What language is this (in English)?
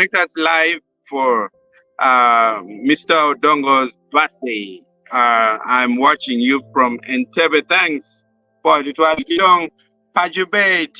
Acoli